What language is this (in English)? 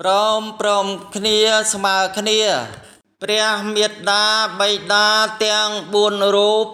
Khmer